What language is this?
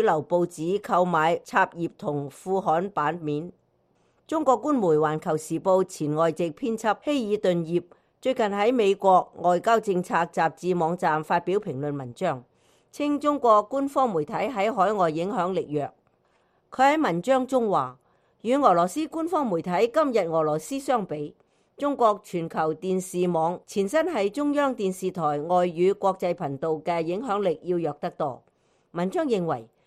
Cantonese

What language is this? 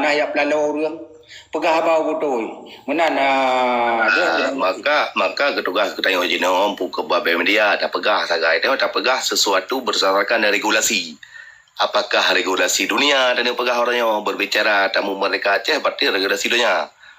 Achinese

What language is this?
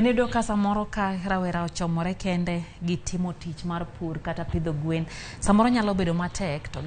Luo (Kenya and Tanzania)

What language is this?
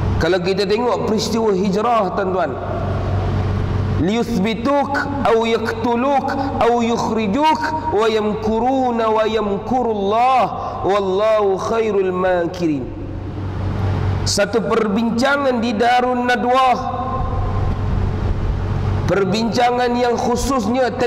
Malay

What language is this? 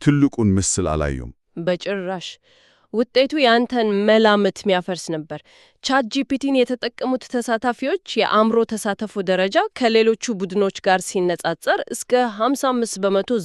Amharic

